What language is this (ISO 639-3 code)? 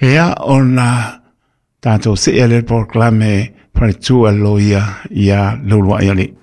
smo